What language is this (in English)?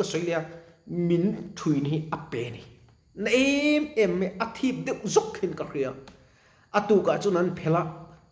Mizo